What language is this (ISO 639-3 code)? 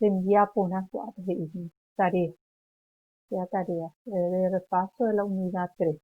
grn